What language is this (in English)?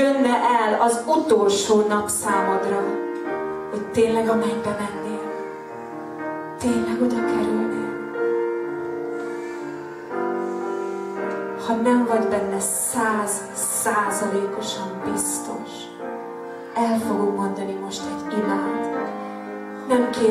Hungarian